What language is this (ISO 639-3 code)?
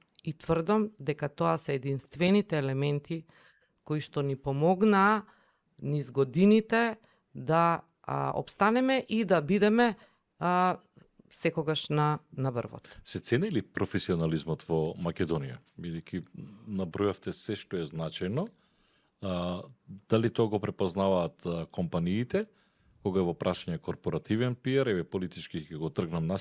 mkd